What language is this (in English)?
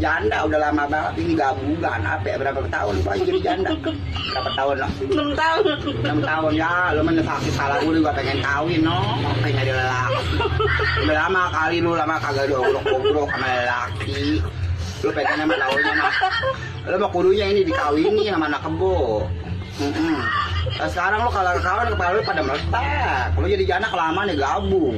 Betawi